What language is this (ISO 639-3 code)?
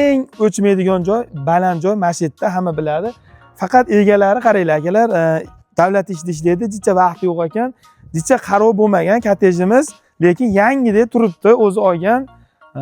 uzb